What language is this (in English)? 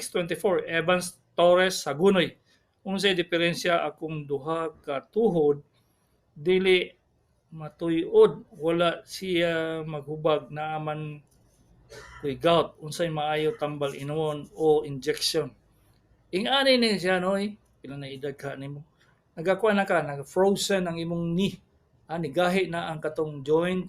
Cebuano